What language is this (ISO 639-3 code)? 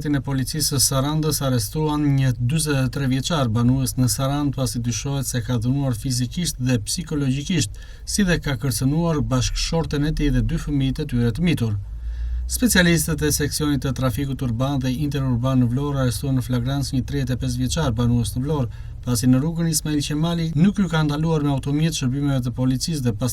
sqi